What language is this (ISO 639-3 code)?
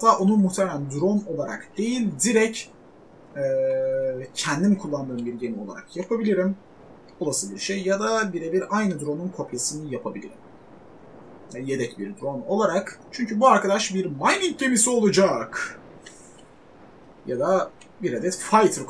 tur